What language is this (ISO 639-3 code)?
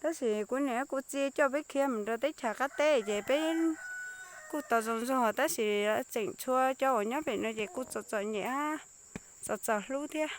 hmn